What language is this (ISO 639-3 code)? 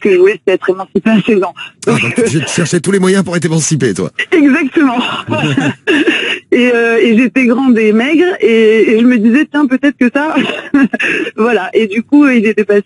fra